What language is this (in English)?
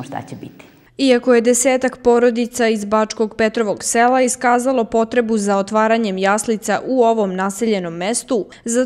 Serbian